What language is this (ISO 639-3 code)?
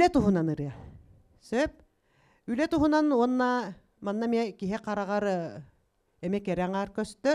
sah